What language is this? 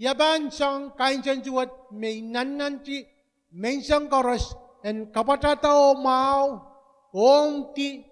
Pohnpeian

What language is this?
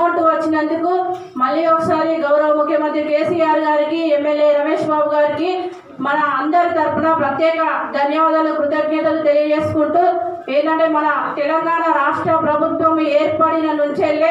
Telugu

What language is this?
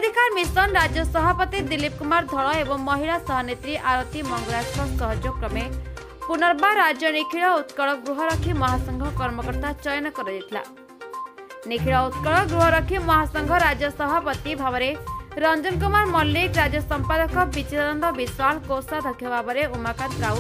Odia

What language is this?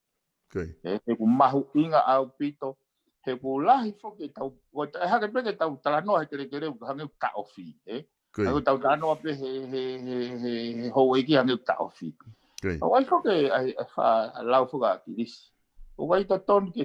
Tongan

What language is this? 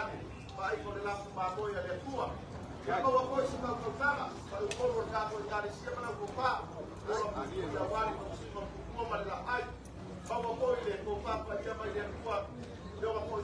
Samoan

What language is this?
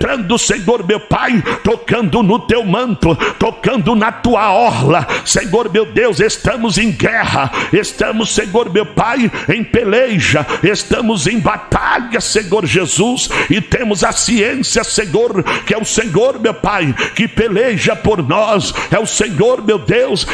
Portuguese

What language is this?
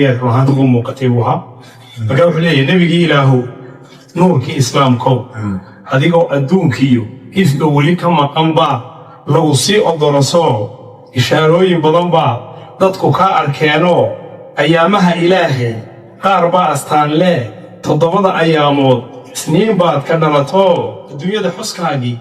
Somali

